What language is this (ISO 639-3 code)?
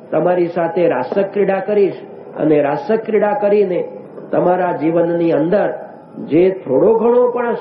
guj